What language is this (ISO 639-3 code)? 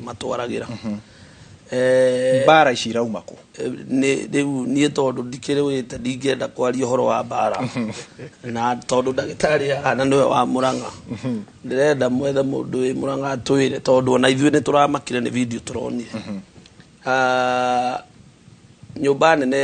kik